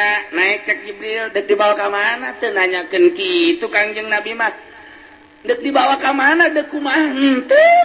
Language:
Sundanese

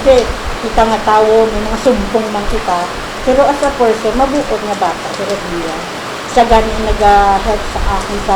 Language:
Hiligaynon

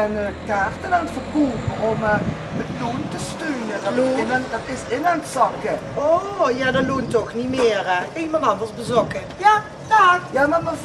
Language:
Limburgish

